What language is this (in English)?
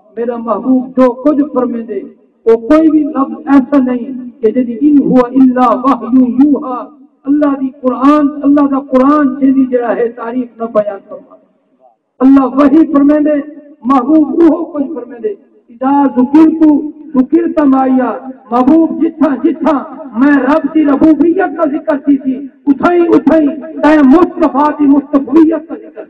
Saraiki